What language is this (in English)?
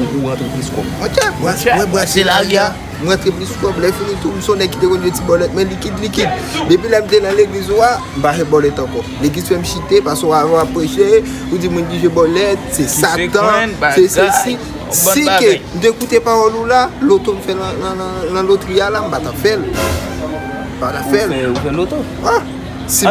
Haitian Creole